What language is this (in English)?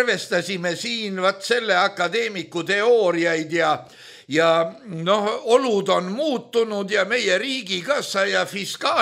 Estonian